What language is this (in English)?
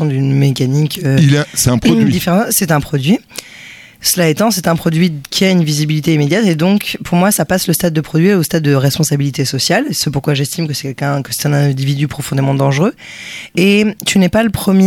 French